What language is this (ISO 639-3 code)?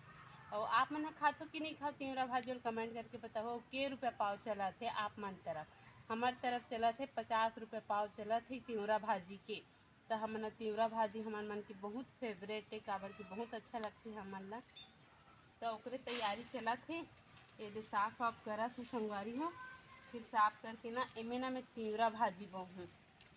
hne